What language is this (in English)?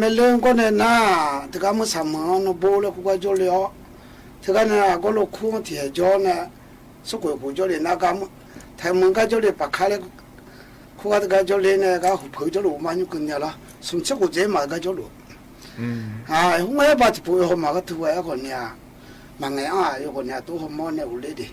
Akha